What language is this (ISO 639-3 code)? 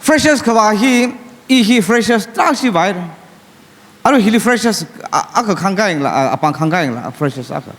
nmf